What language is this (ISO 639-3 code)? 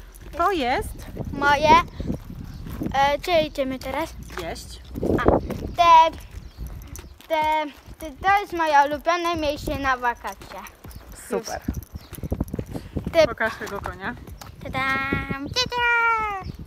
pol